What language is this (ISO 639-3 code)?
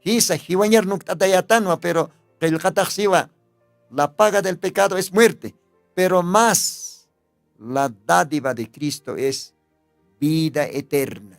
aym